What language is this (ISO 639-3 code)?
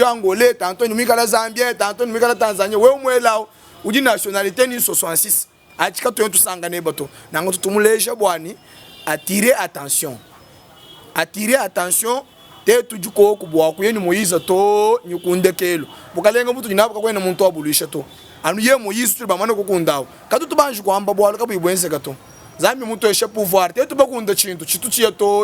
lua